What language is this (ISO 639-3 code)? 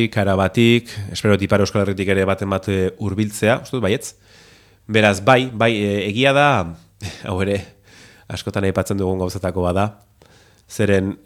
eus